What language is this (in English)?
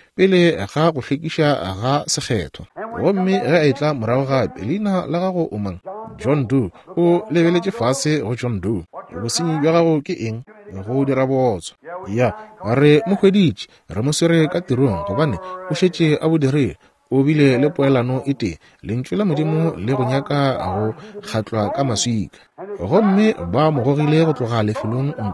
Northern Sotho